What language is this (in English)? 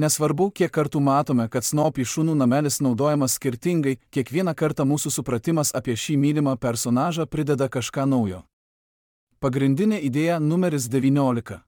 Lithuanian